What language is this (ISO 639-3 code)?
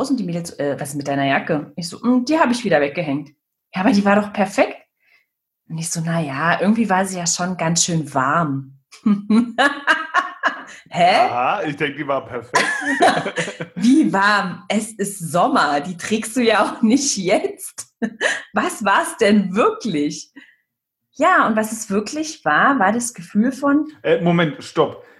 deu